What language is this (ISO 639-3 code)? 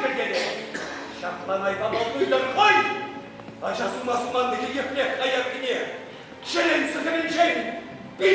chv